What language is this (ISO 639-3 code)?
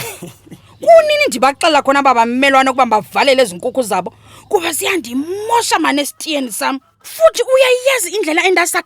xho